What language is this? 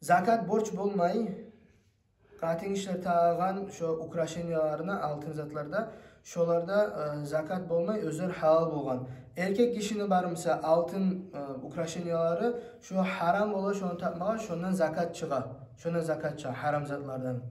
Kumyk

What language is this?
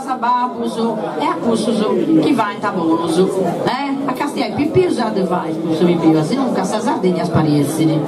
Sardinian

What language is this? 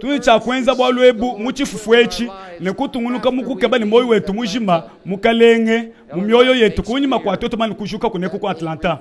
Luba-Lulua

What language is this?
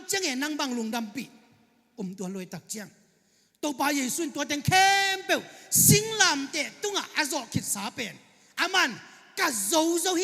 Tedim Chin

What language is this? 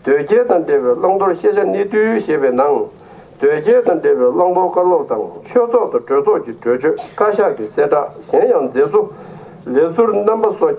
Tibetan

